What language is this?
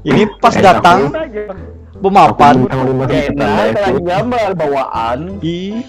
Banjar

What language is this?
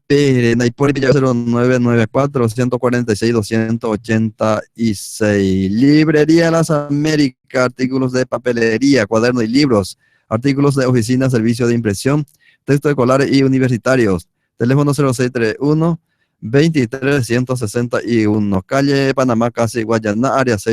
Guarani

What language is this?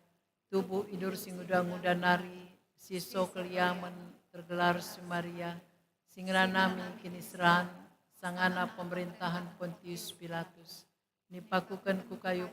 Batak Karo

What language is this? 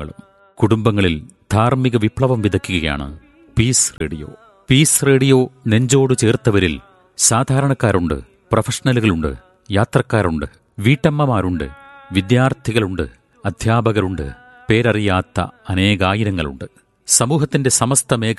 Malayalam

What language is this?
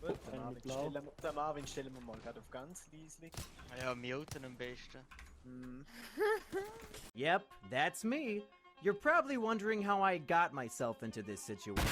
Swiss German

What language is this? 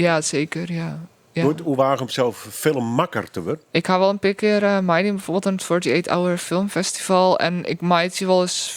Western Frisian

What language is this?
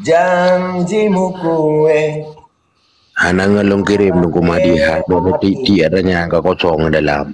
Achinese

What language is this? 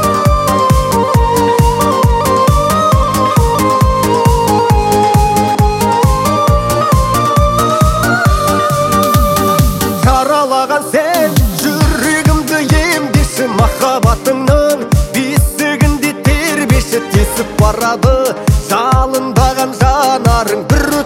Kazakh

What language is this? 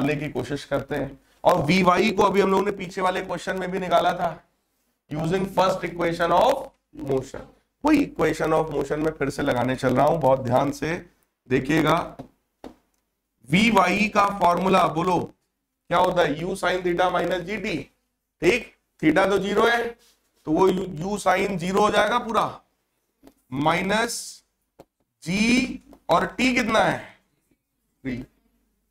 Hindi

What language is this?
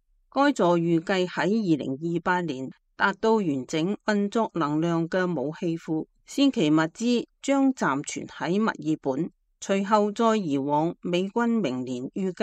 Cantonese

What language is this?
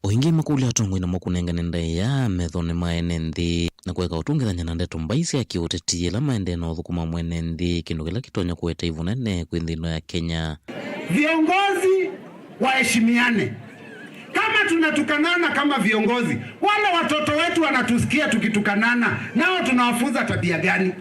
Kamba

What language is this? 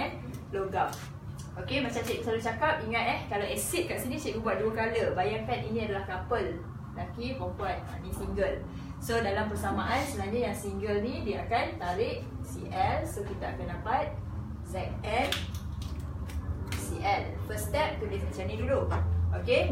Malay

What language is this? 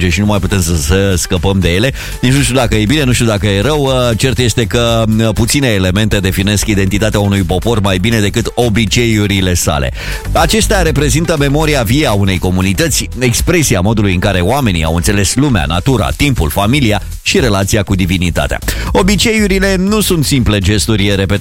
Romanian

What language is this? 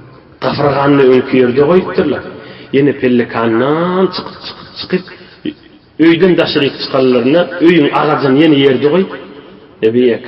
Turkmen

